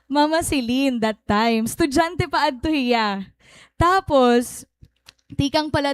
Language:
Waray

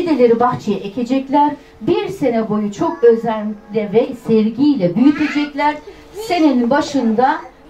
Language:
Turkish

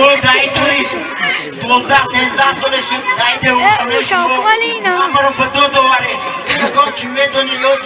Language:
Tajik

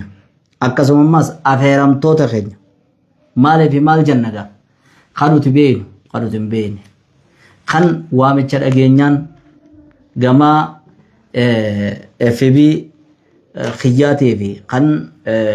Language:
Oromo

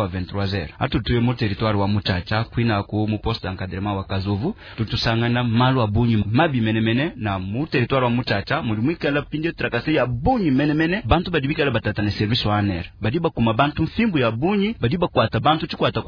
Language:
Luba-Lulua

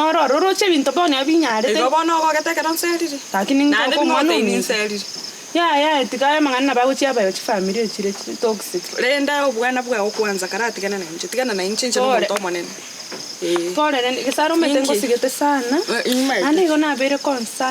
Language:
Gusii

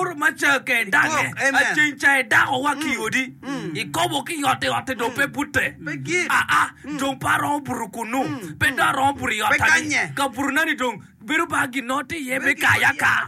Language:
Acoli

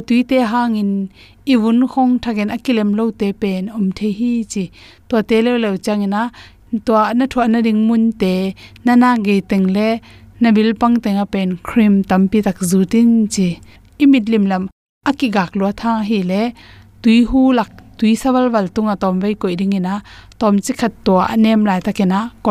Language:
Tedim Chin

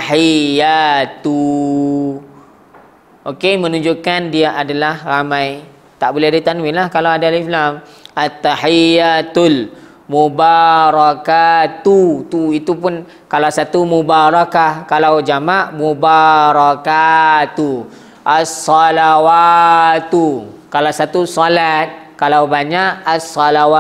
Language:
Malay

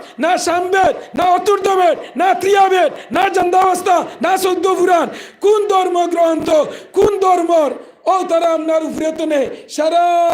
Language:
Sylheti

